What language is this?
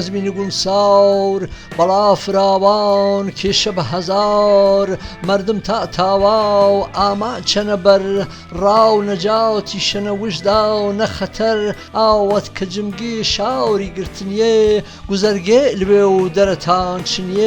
Gurani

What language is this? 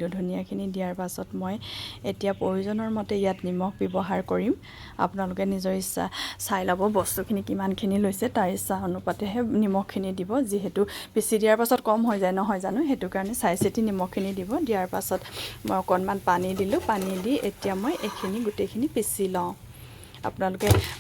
Assamese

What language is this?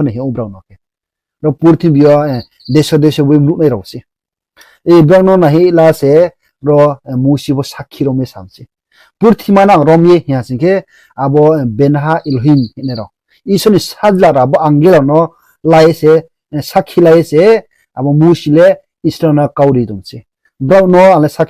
Riang (India)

